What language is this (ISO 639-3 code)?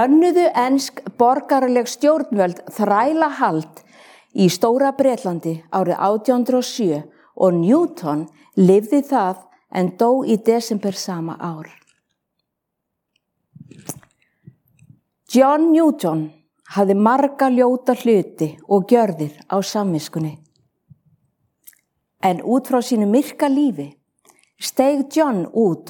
isl